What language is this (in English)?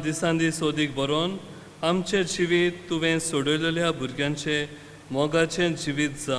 Konkani